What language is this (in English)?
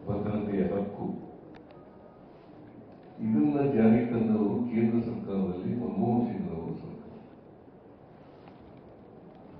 Kannada